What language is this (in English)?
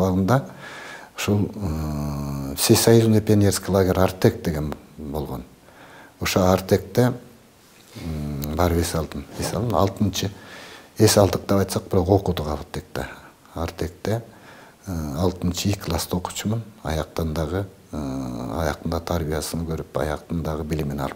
Kyrgyz